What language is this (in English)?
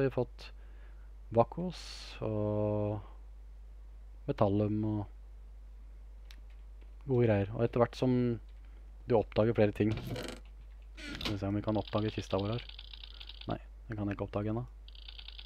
Norwegian